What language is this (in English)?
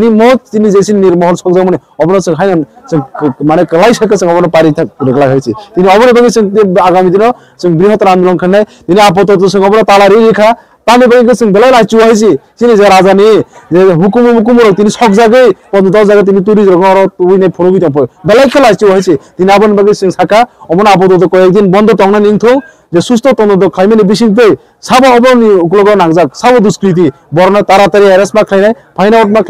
Kok Borok